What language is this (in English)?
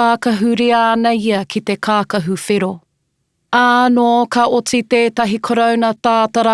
Māori